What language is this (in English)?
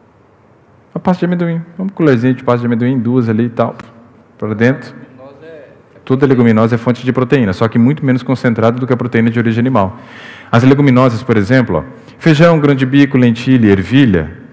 Portuguese